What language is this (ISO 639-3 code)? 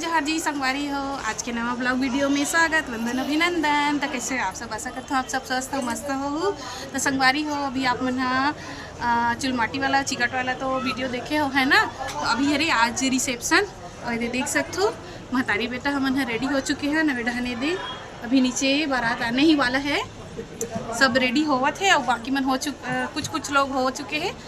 hne